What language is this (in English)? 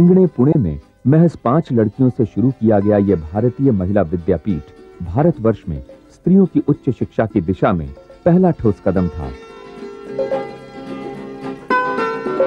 Hindi